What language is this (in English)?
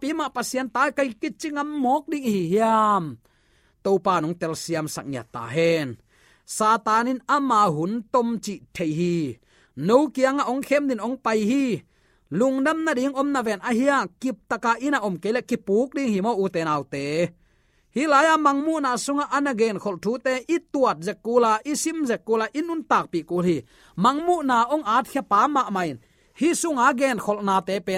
Tedim Chin